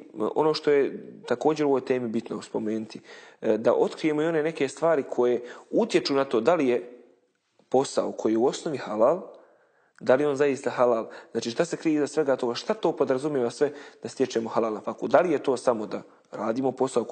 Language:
Bosnian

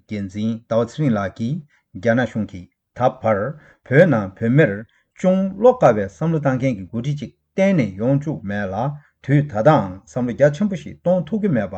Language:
Tibetan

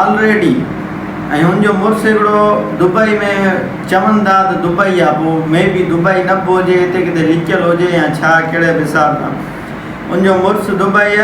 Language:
Sindhi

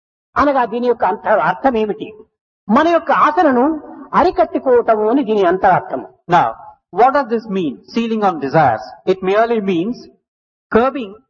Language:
Telugu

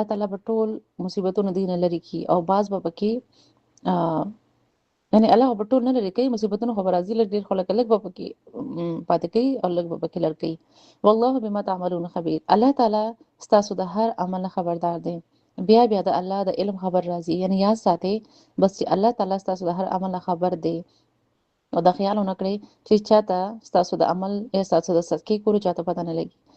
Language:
Pashto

